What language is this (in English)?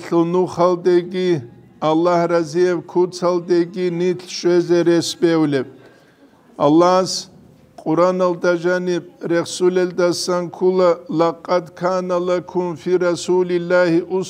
Avaric